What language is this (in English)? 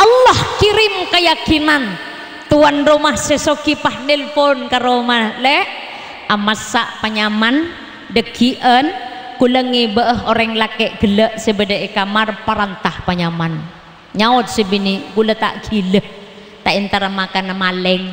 Madurese